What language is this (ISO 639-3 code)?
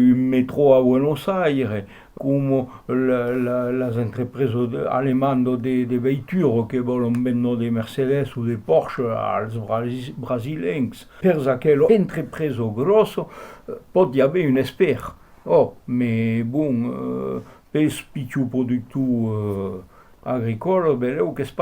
oci